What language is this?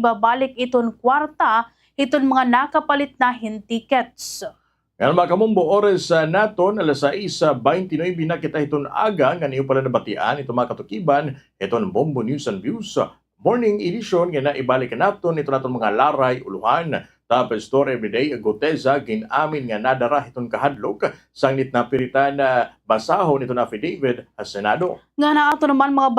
Waray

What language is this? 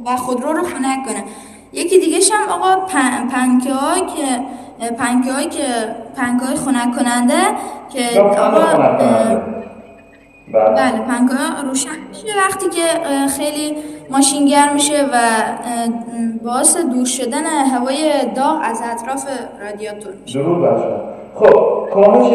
Persian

